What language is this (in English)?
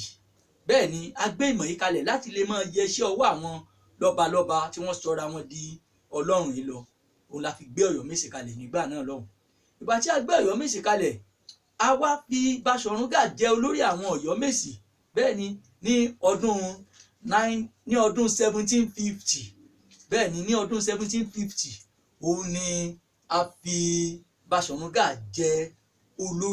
Yoruba